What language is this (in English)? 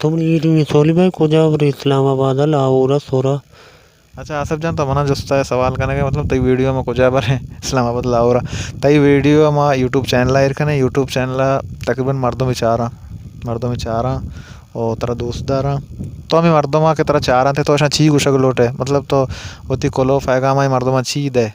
Baluchi